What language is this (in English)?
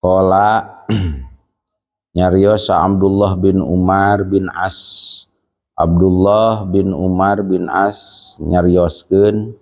Sundanese